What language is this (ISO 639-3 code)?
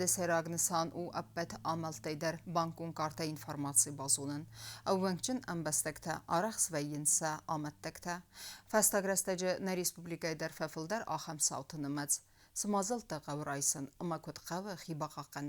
oss